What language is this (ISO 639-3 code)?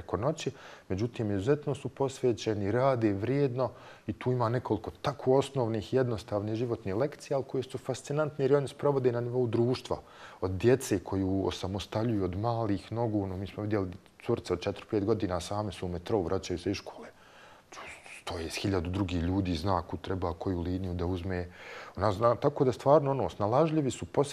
bos